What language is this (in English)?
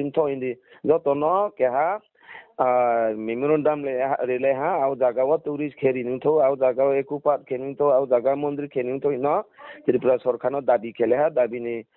Riang (India)